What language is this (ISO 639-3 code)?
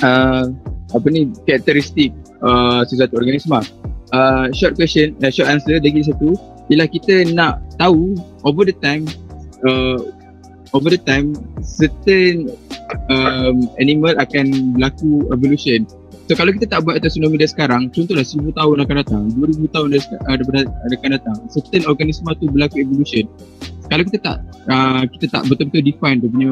msa